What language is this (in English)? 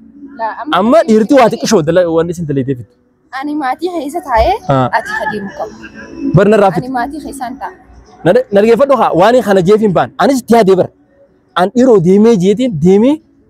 Oromo